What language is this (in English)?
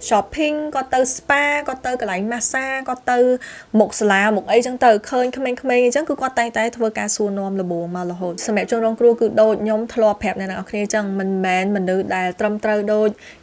Khmer